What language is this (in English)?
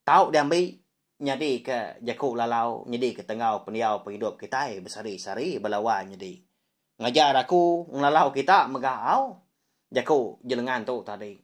Iban